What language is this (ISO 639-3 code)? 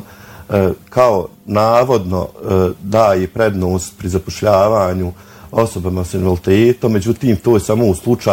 bos